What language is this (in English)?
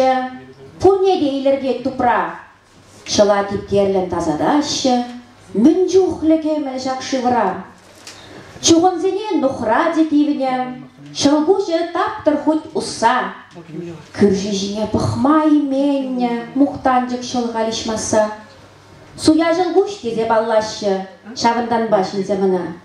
Chuvash